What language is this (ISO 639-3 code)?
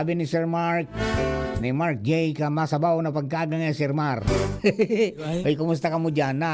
bik